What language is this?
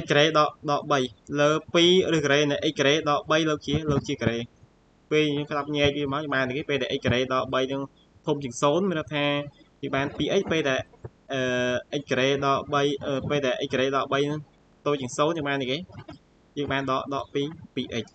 Khmer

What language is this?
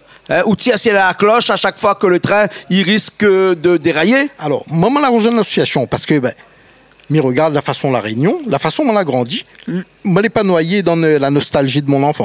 Réunion Creole French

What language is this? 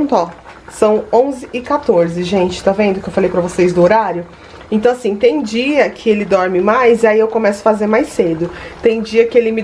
Portuguese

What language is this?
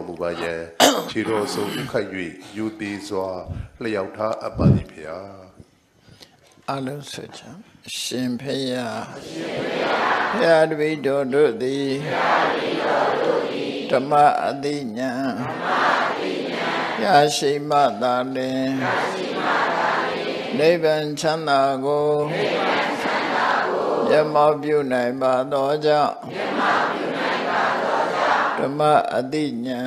Burmese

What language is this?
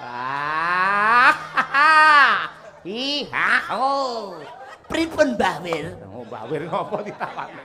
Javanese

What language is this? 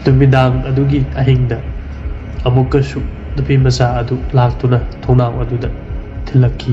Manipuri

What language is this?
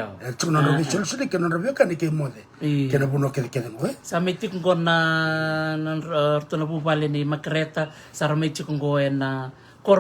Fijian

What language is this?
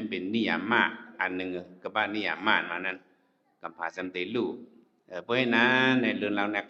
Shan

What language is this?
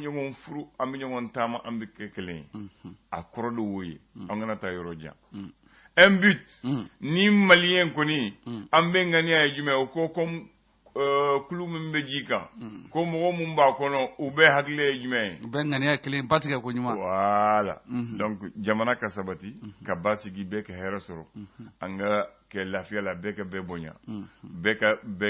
Bambara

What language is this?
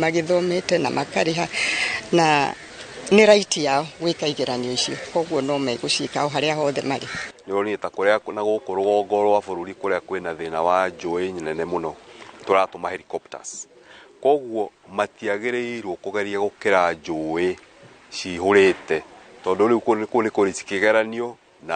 Kikuyu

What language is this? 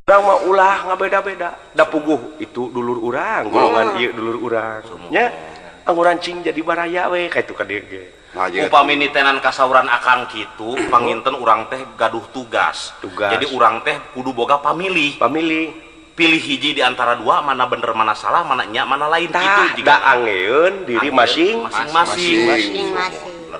Sundanese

